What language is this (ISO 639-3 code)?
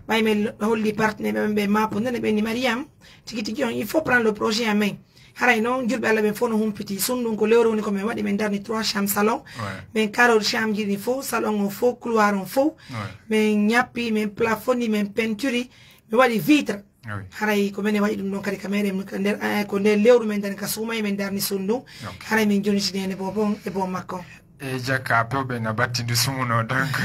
ful